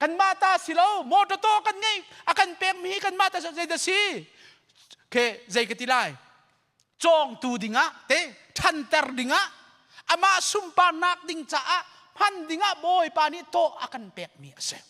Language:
Hakha Chin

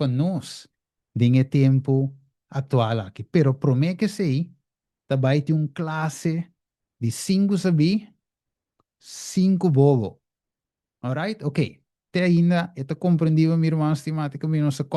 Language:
Papiamento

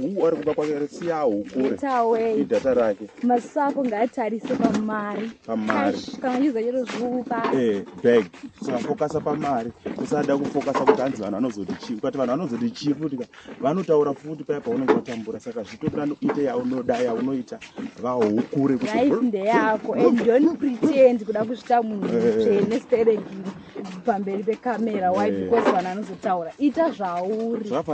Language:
Shona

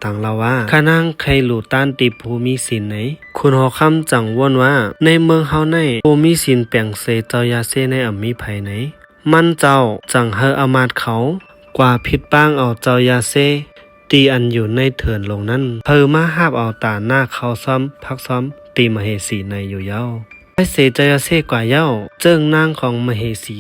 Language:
Shan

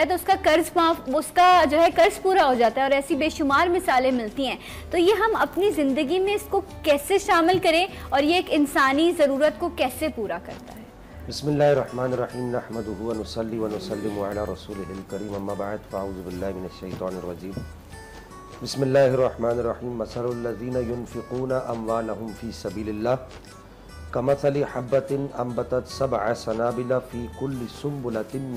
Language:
Urdu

